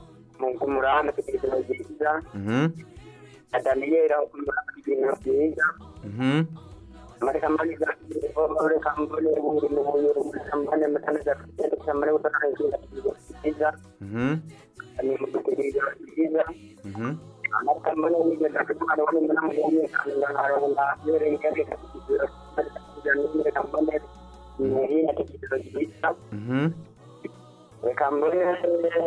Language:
Rundi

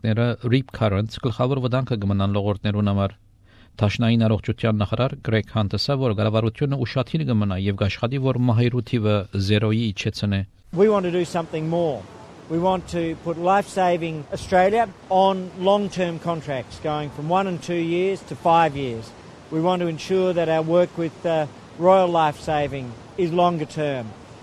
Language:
Armenian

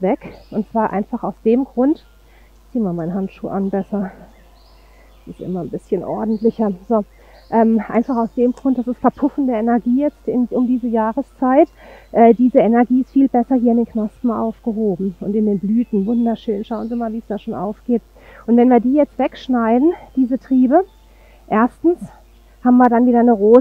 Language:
German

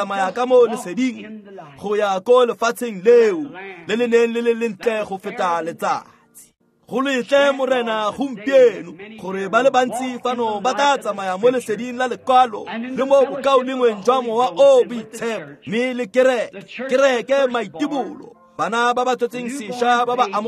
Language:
Tswana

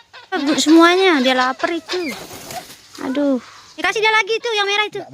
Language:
Sasak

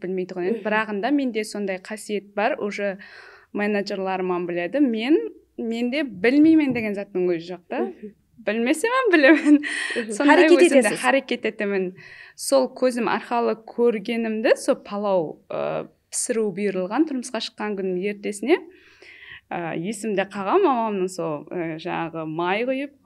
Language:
Kara-Kalpak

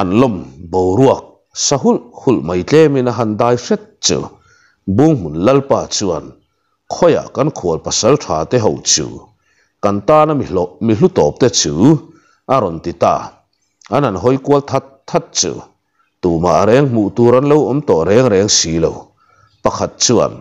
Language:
Mizo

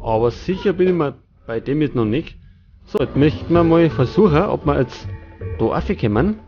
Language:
Bavarian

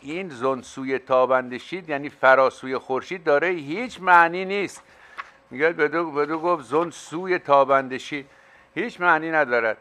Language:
Persian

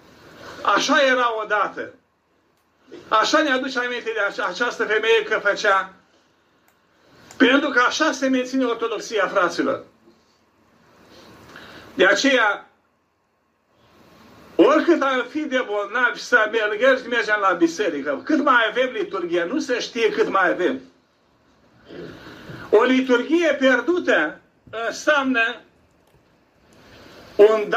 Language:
Romanian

